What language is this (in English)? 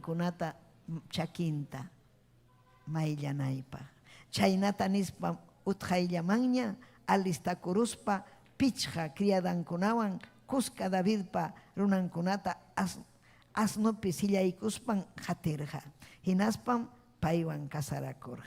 Ayacucho Quechua